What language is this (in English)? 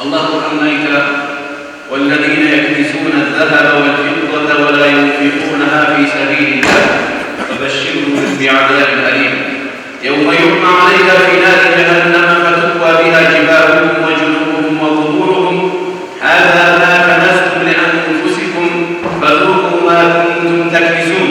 Kumyk